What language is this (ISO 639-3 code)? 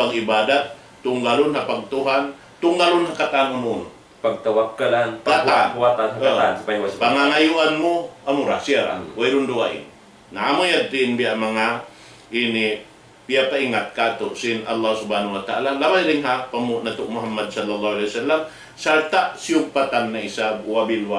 tsg